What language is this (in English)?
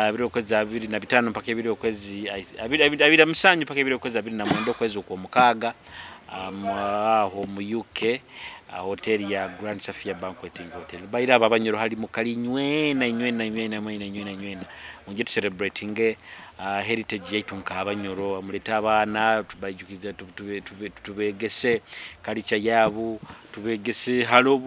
Nyoro